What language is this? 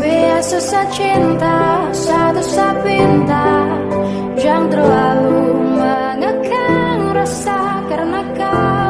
Banjar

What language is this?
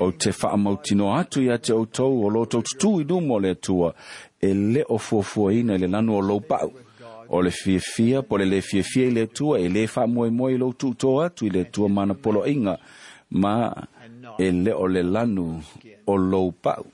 Samoan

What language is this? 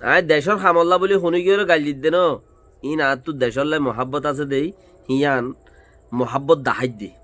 Rohingya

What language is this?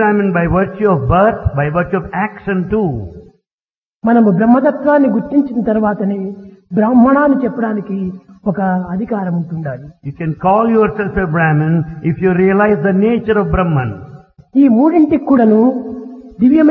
Telugu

